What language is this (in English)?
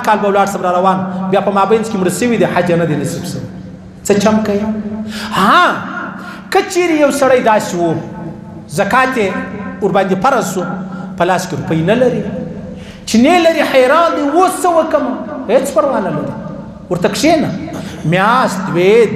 Pashto